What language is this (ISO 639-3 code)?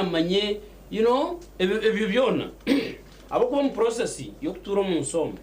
nyn